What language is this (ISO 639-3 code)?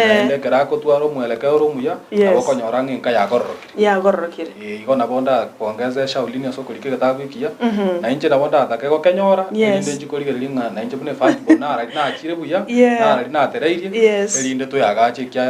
guz